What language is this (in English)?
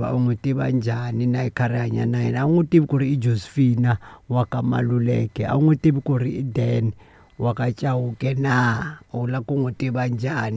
Tsonga